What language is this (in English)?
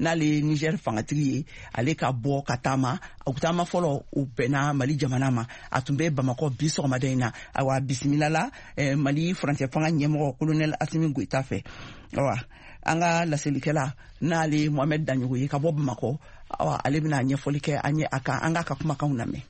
Bambara